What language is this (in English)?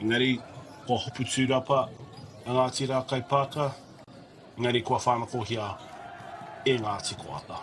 Māori